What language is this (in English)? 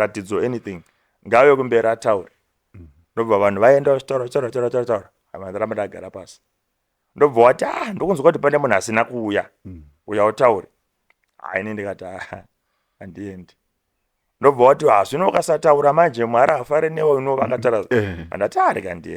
Shona